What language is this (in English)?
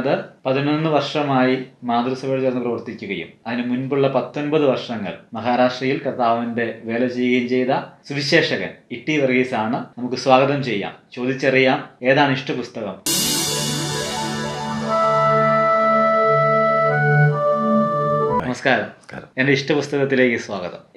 Malayalam